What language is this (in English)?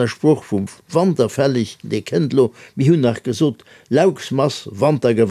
Luxembourgish